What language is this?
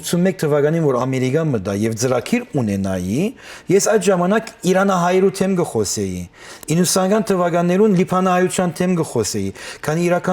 Western Armenian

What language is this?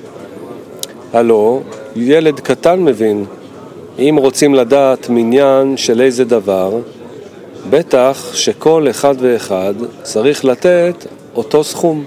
Hebrew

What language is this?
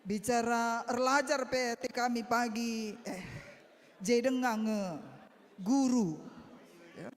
Batak Karo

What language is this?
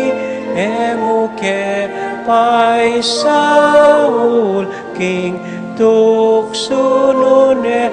Pampanga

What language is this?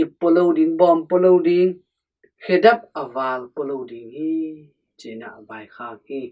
Tedim Chin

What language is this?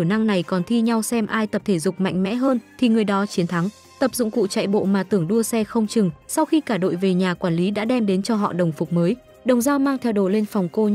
Vietnamese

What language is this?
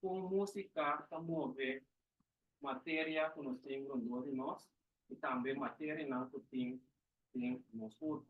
Papiamento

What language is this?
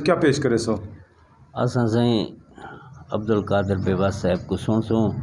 Saraiki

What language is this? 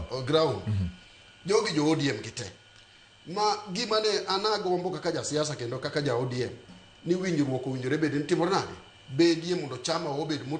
Luo (Kenya and Tanzania)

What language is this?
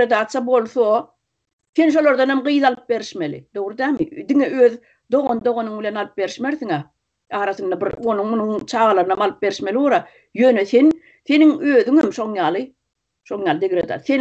Turkmen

